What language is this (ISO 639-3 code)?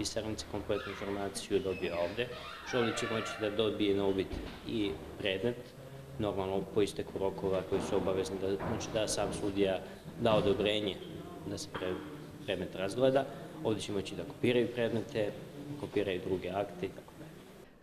srp